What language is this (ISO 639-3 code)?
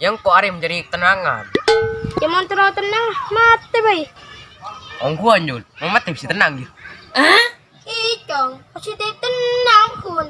mad